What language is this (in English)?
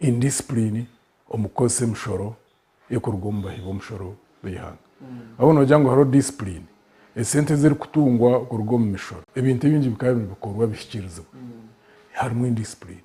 Nyankole